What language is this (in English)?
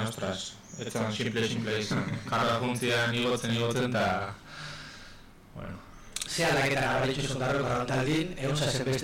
Basque